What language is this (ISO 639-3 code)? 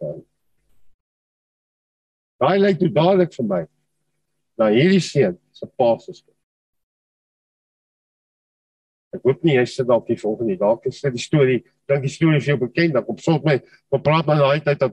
afr